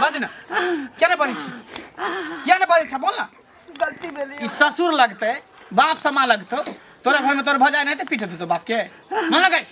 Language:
Maithili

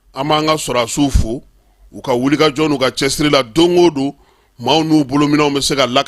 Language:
Bambara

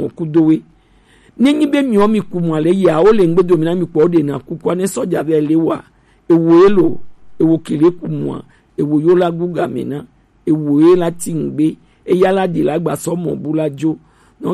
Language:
Gen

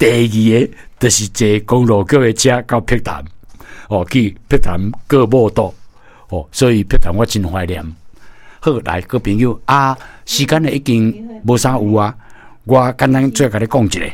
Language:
Min Nan Chinese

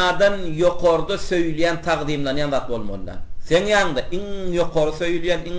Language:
Turkmen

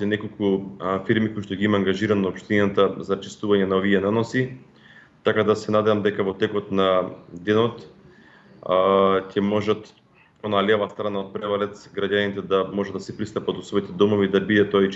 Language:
Macedonian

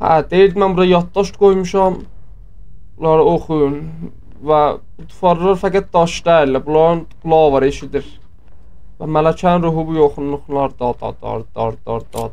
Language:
South Azerbaijani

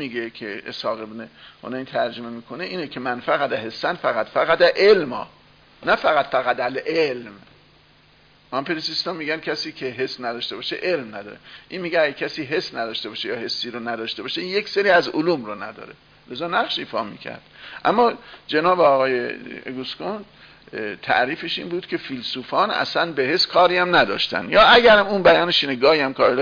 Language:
Persian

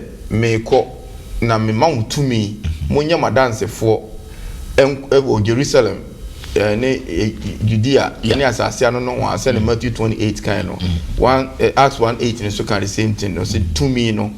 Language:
Akan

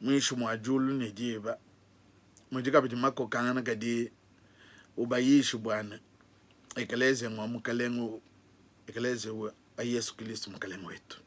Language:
Luba-Lulua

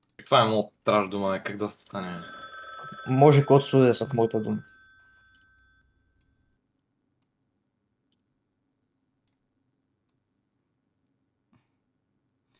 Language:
Bulgarian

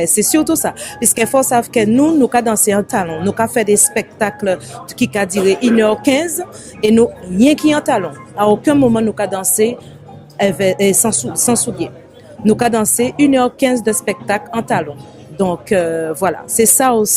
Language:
Guadeloupean Creole French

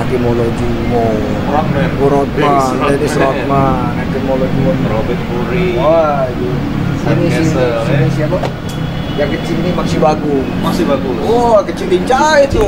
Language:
Musi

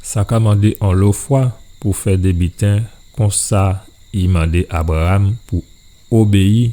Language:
Guadeloupean Creole French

